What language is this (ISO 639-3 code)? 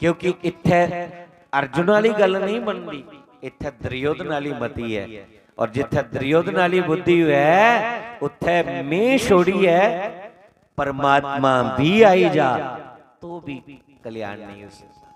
doi